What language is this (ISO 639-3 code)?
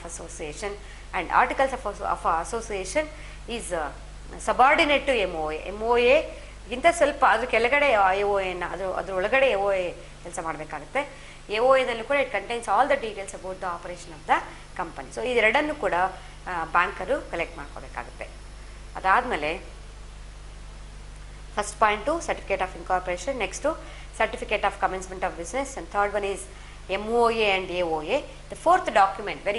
kan